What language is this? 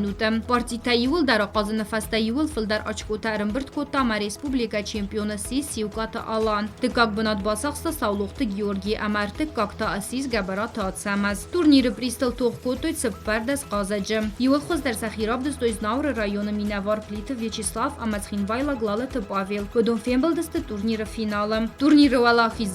Ossetic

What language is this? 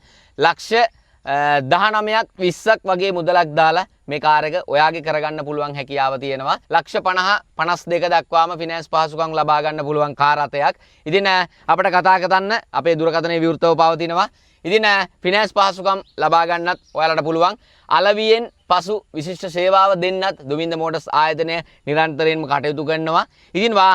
Sinhala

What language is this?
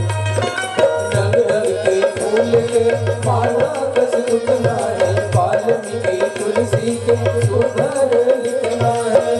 Chhattisgarhi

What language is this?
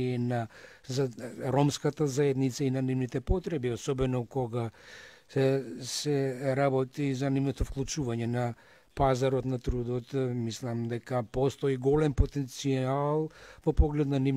Macedonian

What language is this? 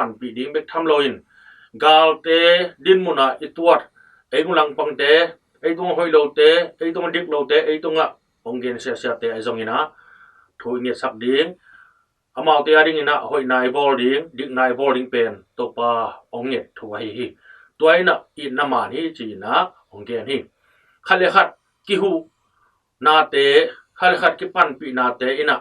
Tedim Chin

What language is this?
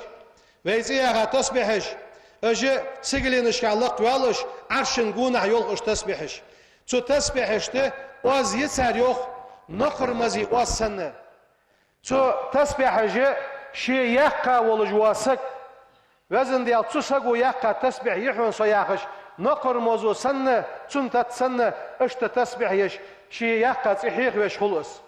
Ingush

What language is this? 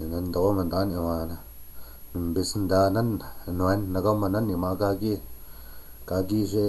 Chippewa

